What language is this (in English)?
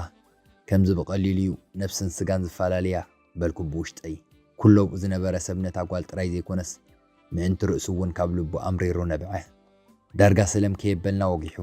Tigrinya